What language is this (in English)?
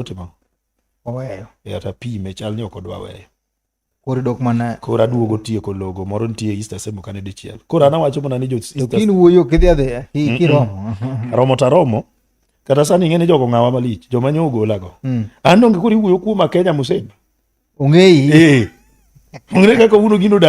Luo (Kenya and Tanzania)